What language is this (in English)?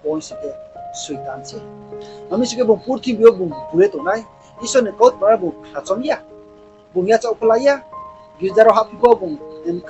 Riang (India)